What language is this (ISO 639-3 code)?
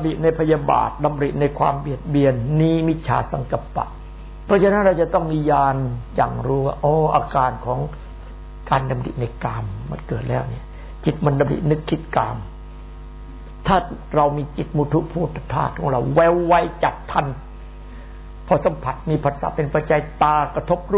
tha